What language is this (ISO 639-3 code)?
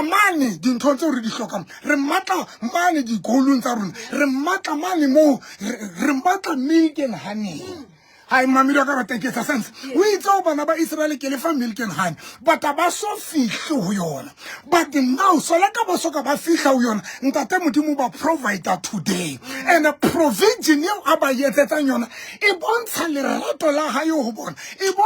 sot